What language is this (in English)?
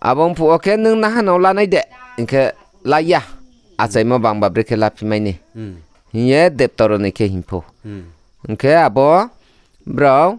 Riang (India)